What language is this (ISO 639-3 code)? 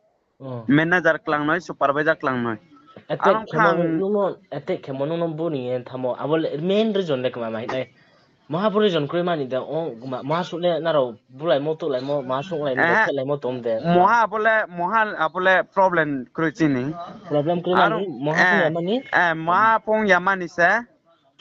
ria